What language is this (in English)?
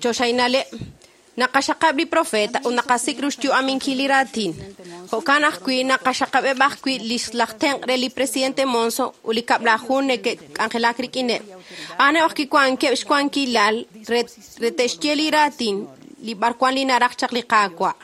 Kekchí